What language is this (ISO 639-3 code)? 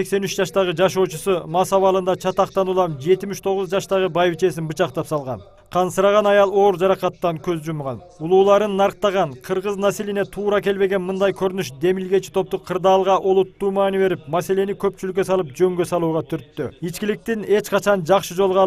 kir